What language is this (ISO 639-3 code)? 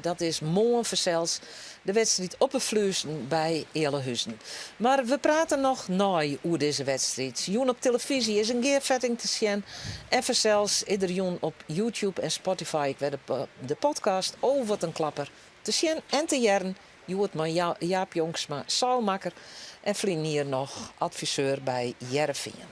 fry